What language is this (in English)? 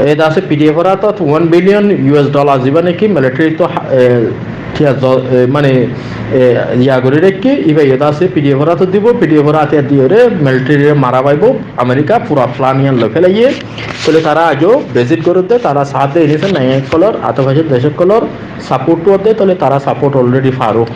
Rohingya